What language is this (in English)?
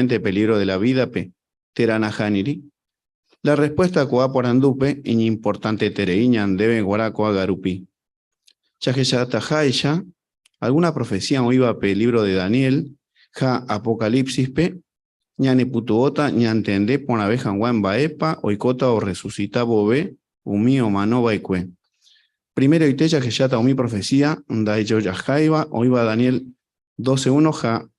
Guarani